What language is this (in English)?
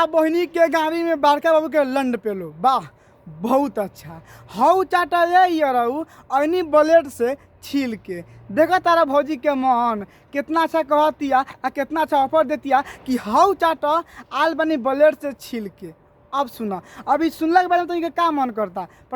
Bhojpuri